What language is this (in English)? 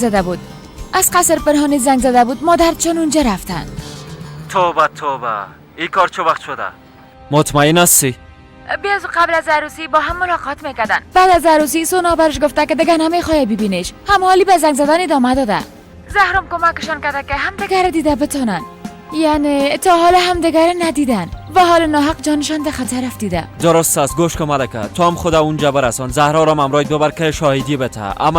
Persian